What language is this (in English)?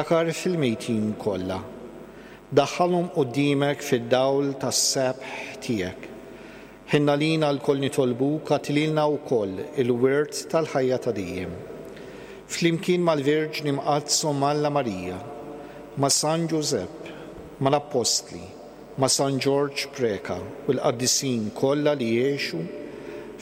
Maltese